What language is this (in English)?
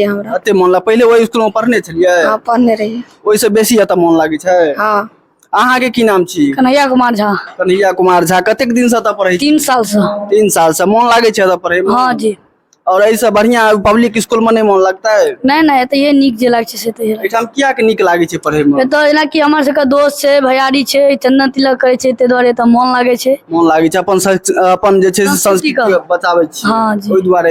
Maithili